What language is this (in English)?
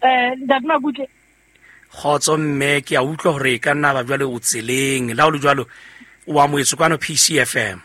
Southern Sotho